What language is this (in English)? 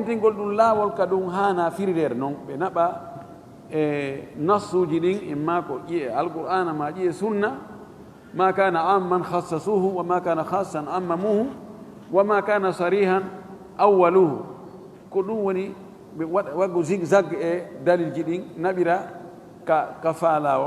Fula